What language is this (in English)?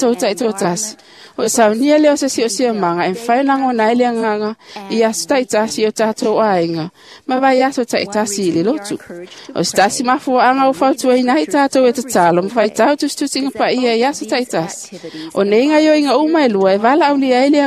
Samoan